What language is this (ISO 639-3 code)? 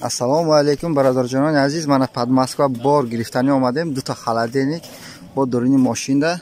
tgk